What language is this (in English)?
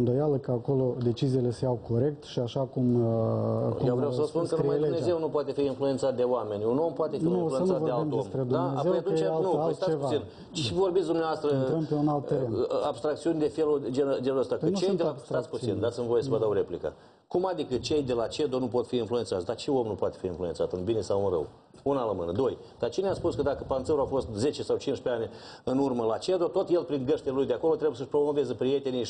Romanian